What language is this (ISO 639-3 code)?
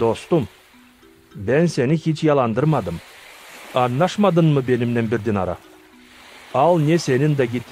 gag